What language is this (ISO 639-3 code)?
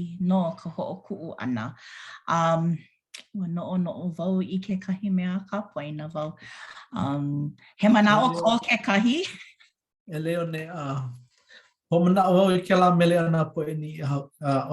haw